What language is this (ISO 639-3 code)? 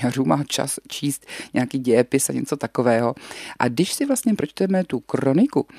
ces